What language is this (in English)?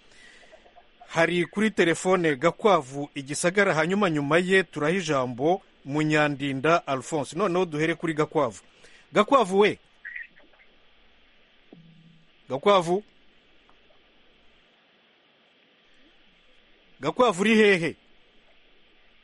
Kinyarwanda